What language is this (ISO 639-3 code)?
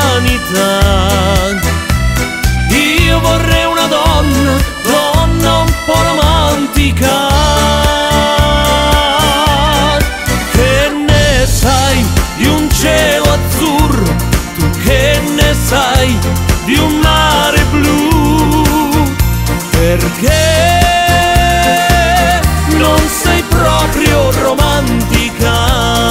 ita